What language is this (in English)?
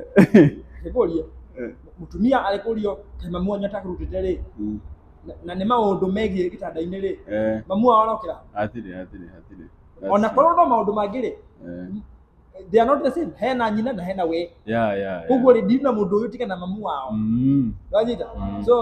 Kikuyu